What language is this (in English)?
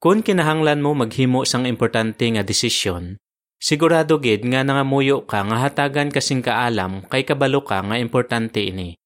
Hiligaynon